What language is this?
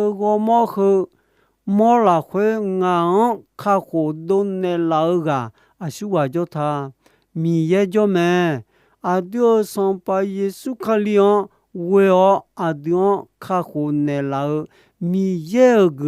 Akha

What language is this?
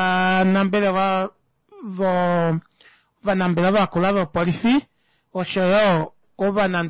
Kuanyama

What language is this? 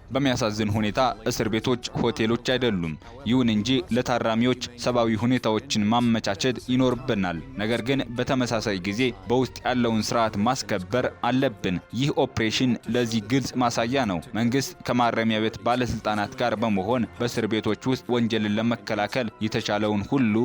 Amharic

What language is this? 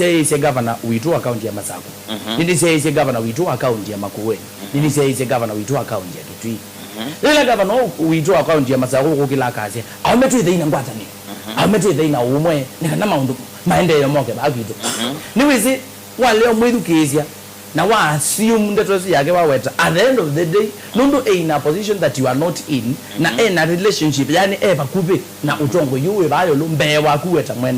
Kamba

